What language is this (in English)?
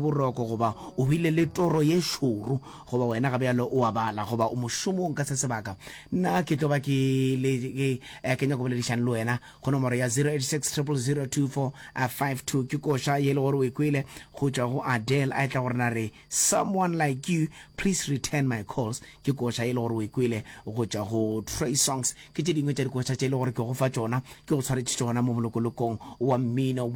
Northern Sotho